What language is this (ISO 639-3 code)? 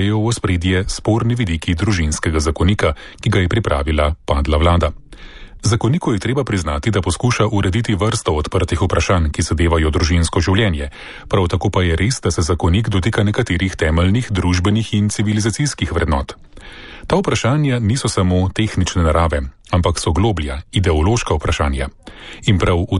slv